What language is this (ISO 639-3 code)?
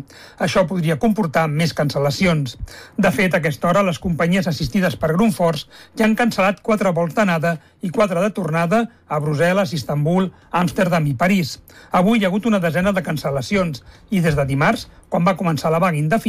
cat